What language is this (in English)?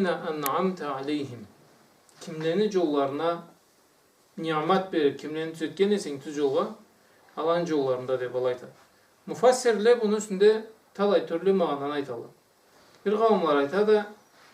Karachay-Balkar